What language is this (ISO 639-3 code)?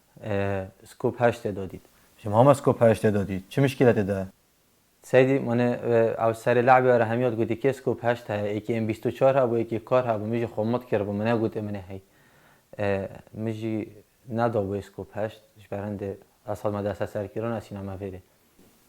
kur